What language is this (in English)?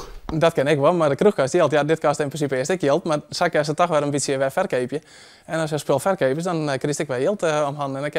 Western Frisian